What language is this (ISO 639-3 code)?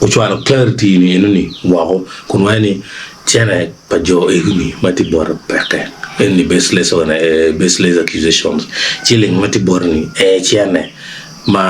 ach